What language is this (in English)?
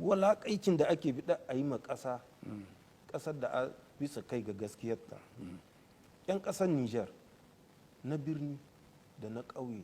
Hausa